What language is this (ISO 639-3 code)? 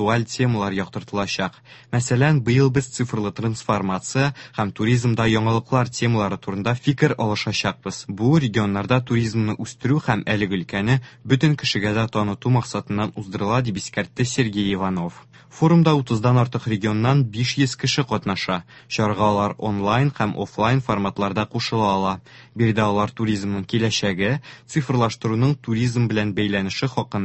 tat